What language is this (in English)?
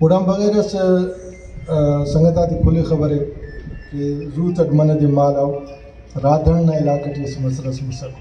Brahui